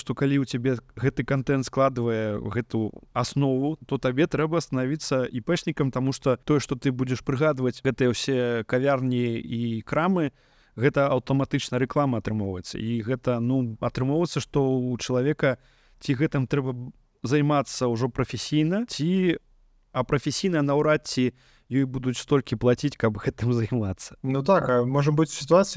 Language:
Belarusian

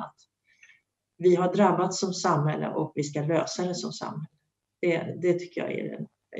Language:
Swedish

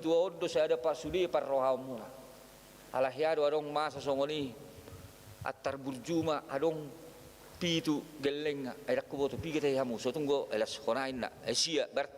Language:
Batak Toba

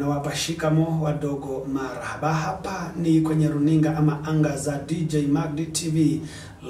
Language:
Kikuyu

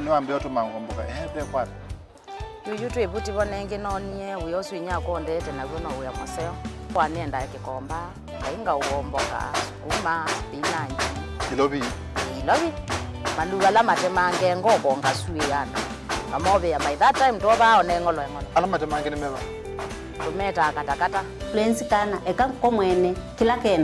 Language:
Kamba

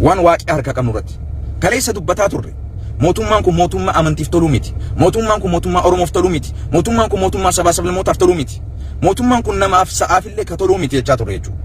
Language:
Oromo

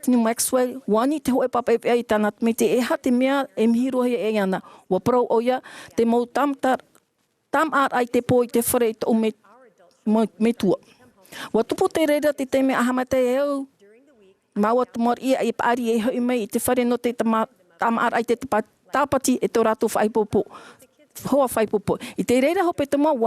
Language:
Tahitian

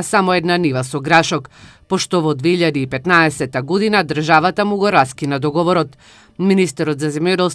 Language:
Macedonian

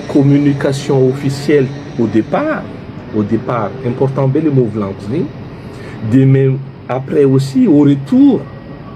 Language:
Malagasy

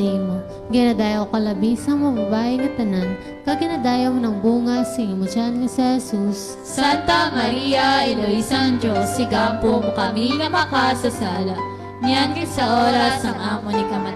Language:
Hiligaynon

